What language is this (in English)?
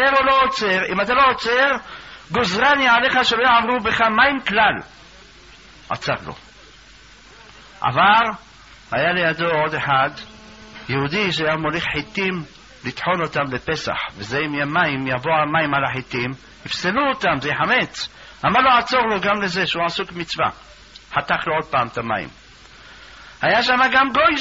Hebrew